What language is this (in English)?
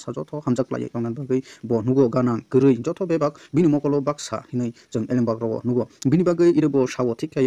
Kok Borok